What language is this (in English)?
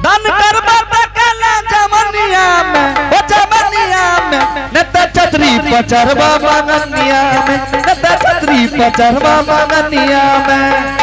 Angika